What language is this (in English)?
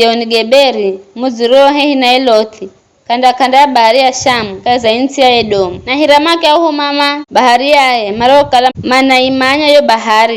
Giryama